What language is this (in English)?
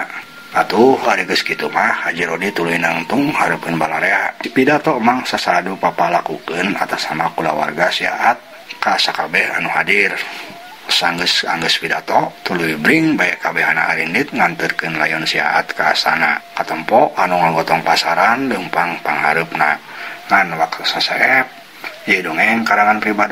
Sundanese